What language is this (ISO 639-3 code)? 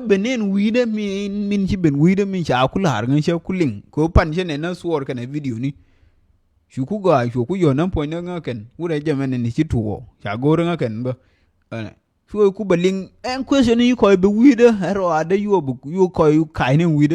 nus